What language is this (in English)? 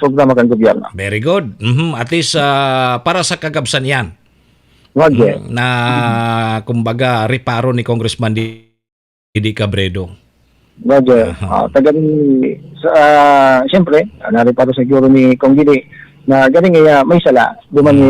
Bikol